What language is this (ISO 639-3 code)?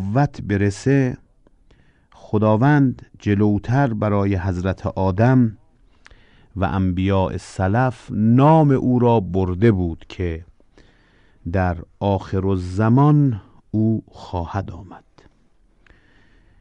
fas